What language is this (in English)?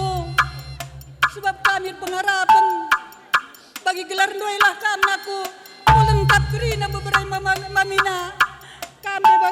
Batak Karo